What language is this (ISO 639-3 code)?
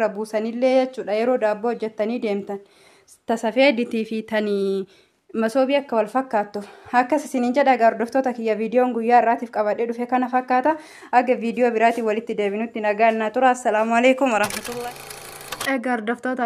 orm